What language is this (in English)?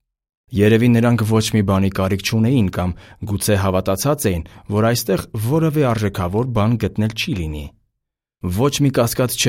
Armenian